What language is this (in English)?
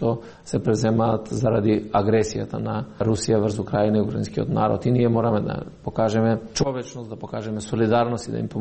Macedonian